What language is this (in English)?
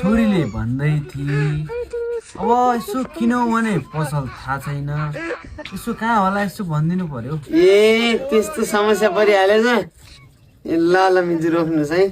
Nepali